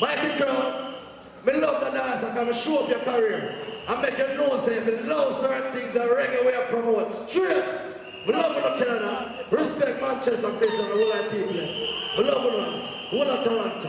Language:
Jamaican Creole English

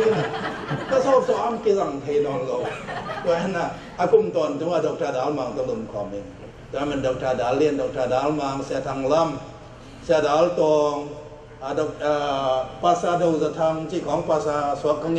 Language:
Tedim Chin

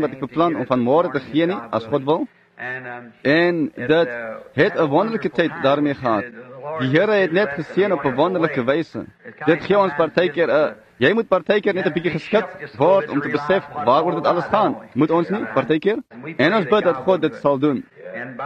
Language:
Afrikaans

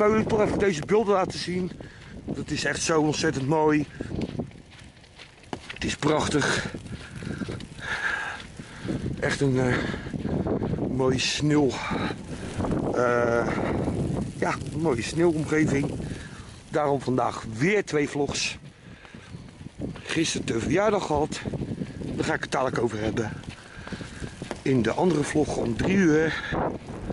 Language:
Dutch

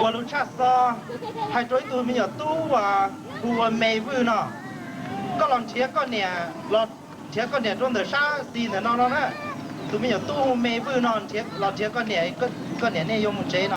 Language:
Hmong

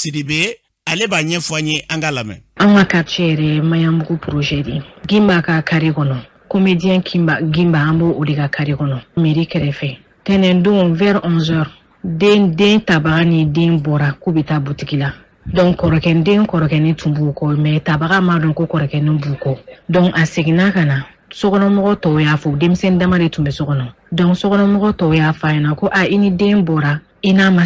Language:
Bambara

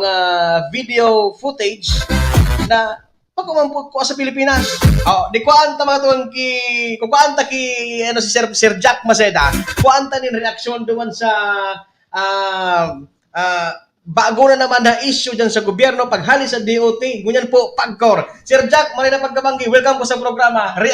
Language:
Bikol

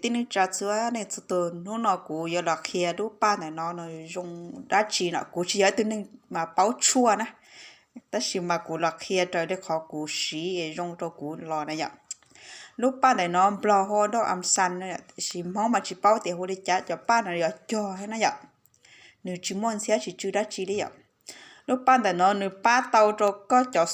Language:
Hmong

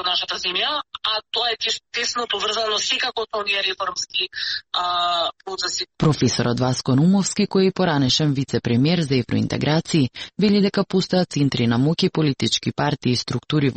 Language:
Macedonian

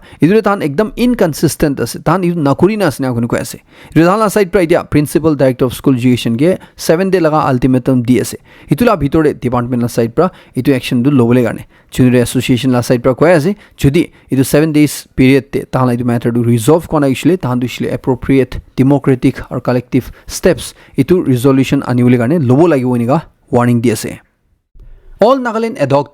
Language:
Naga Pidgin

